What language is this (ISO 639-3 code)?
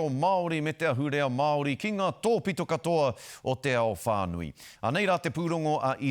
mri